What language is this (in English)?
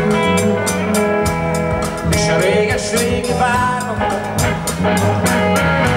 Hungarian